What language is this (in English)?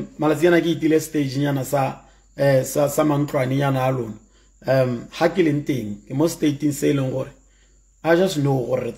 Tswana